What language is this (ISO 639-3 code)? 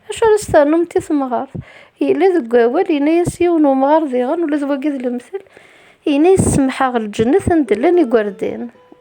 kab